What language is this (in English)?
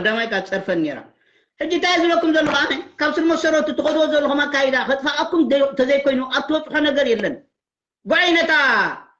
Tigrinya